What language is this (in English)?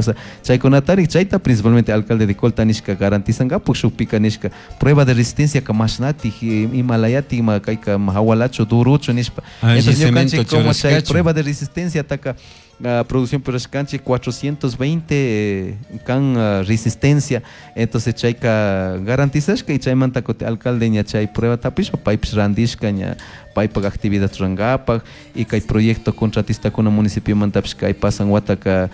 Chimborazo Highland Quichua